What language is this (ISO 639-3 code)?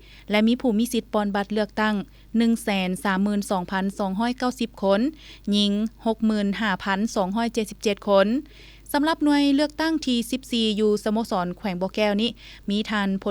lao